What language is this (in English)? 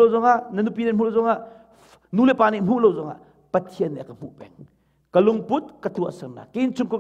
Hakha Chin